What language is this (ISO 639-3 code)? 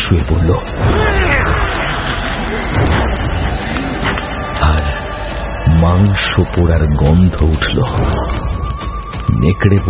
ben